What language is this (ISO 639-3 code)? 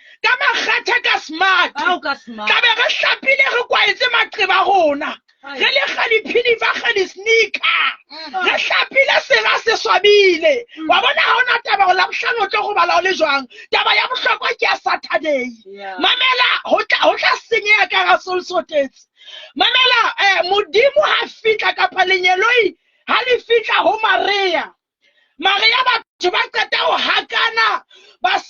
sot